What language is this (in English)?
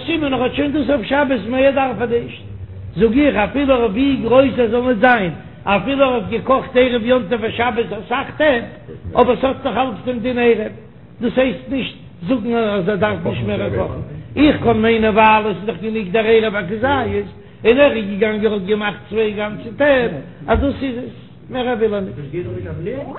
Yiddish